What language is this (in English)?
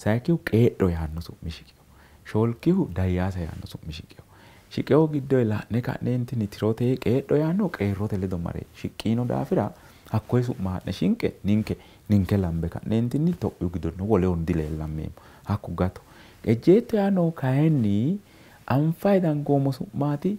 Sidamo